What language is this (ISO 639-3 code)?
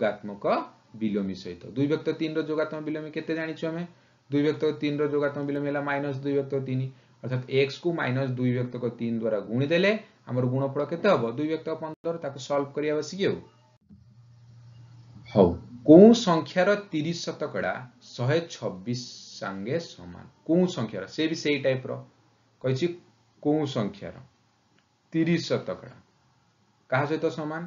ori